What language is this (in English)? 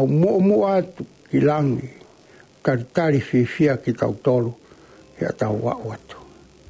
Tongan